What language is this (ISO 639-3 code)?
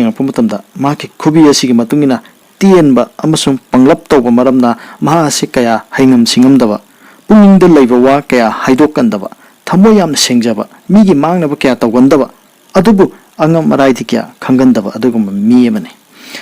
mni